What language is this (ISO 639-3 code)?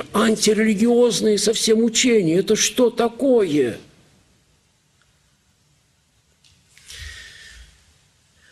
rus